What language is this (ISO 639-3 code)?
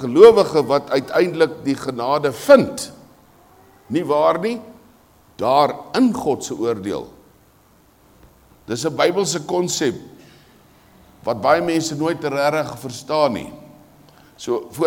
afr